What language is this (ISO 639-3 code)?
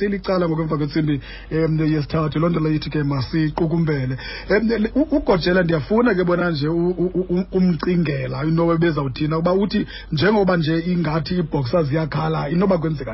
xho